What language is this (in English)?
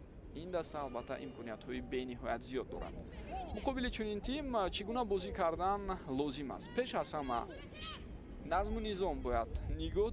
Tajik